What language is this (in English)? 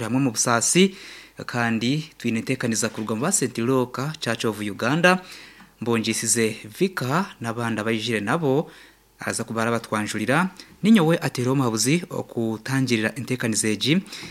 Nyoro